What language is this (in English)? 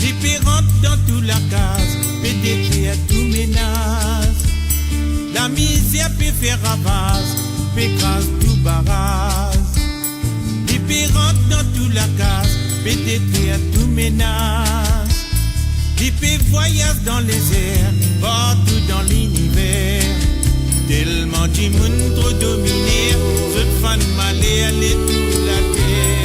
Morisyen